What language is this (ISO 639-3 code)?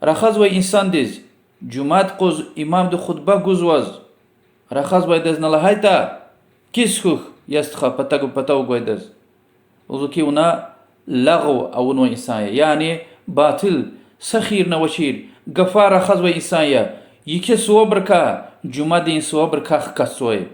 lez